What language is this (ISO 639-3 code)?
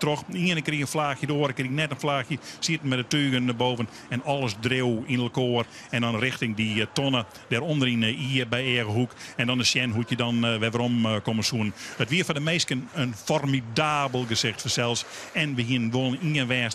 fry